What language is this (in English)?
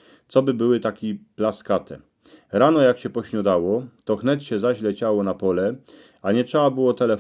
Silesian